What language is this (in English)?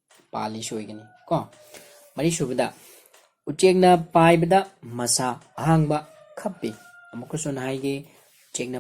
Manipuri